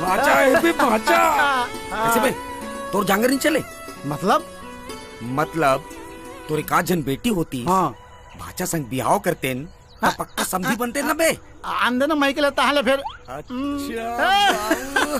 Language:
Chhattisgarhi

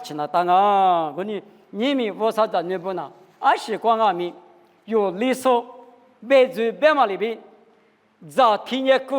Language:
Lisu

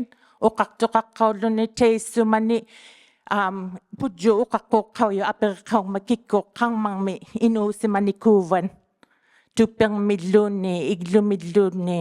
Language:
Inuktitut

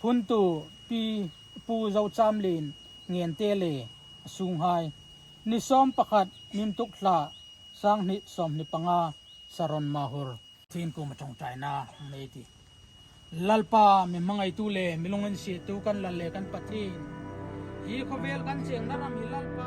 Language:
Hmar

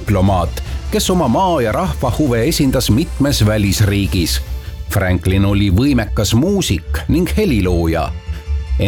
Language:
Estonian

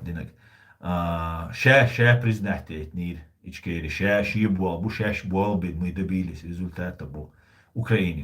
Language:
Chechen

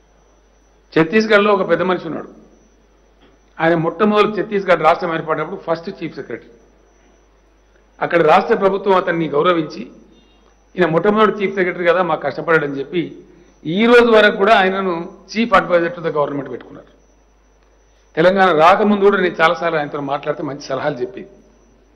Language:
Telugu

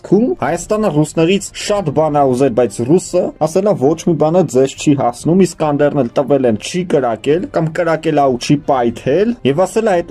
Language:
Armenian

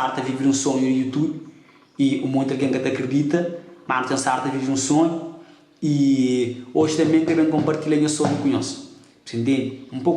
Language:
Kabuverdianu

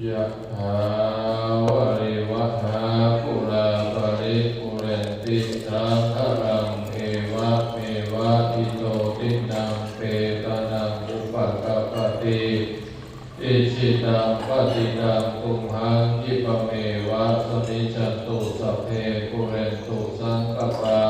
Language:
Pali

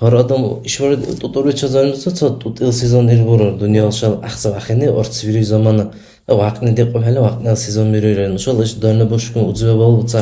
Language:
Dargwa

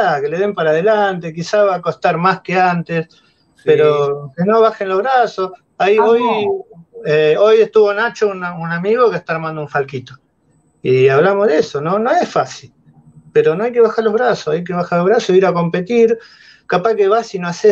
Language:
Spanish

